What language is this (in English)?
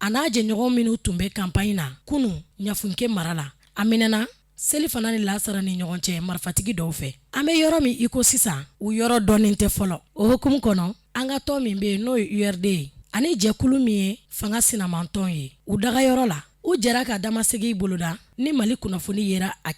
Bambara